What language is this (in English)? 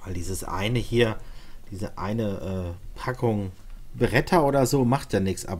German